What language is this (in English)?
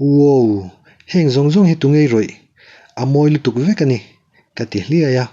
Mizo